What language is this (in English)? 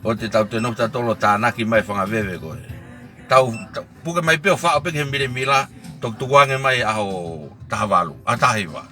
Tongan